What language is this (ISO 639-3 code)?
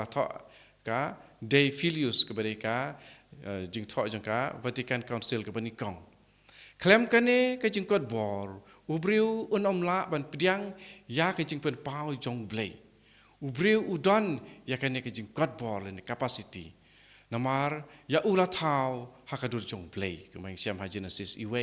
kha